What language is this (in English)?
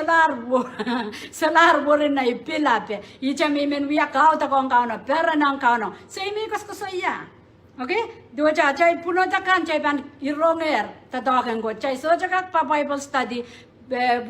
Pohnpeian